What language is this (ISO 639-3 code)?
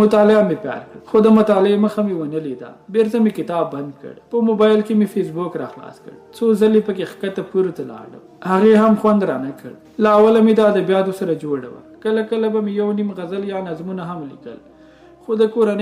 pus